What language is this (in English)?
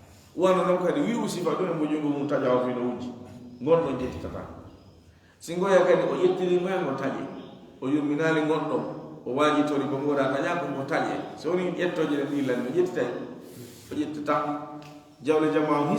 Fula